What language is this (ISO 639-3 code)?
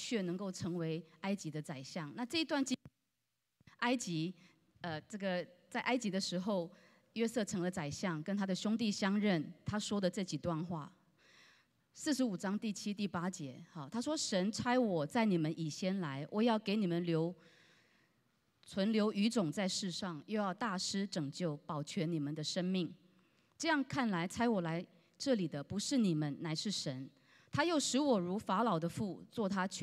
zho